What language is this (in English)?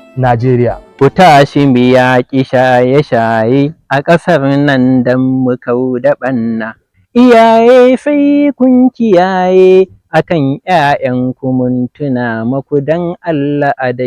Hausa